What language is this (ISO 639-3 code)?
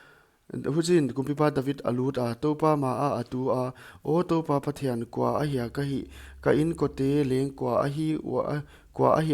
pck